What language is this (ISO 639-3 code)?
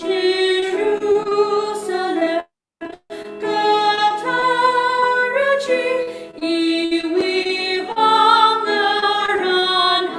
nmf